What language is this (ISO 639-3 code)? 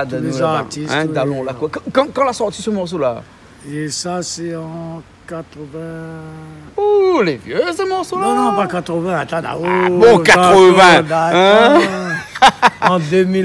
rcf